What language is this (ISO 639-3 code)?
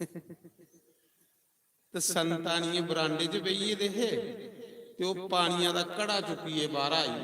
doi